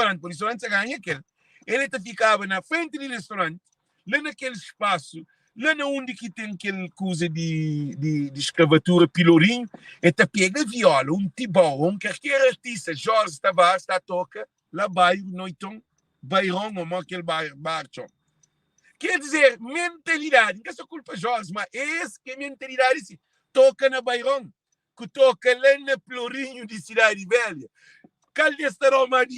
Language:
Kabuverdianu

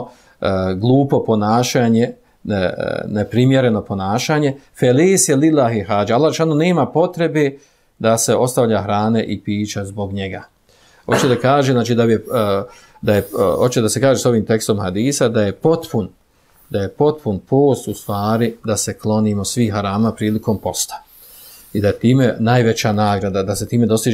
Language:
Bosnian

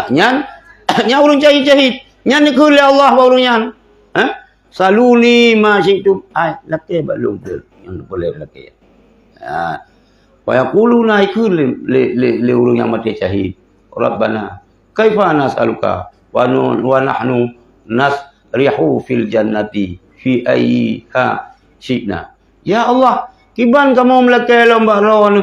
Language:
Achinese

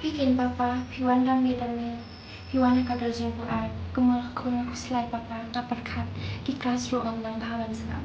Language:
Khasi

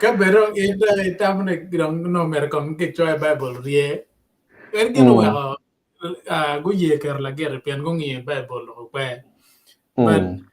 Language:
Acoli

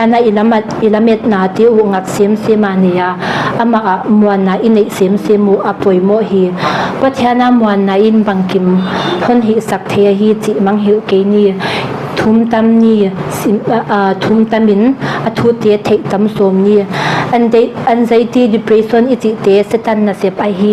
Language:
Paite Chin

